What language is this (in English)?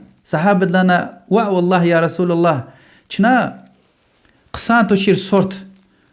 Lezghian